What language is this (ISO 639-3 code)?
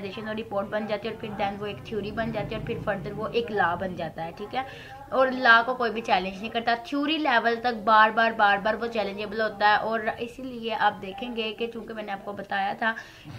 hin